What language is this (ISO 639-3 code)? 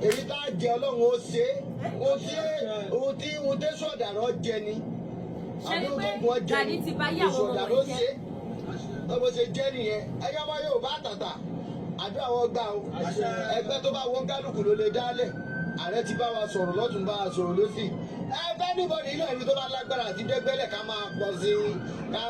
yor